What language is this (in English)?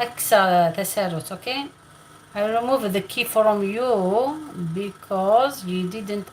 Algerian Arabic